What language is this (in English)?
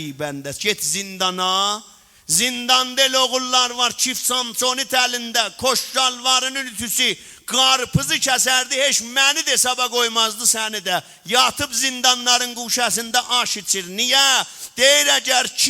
South Azerbaijani